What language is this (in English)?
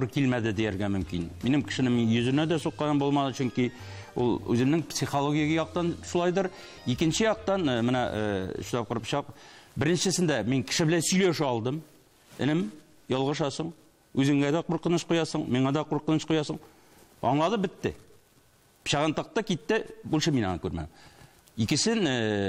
Tatar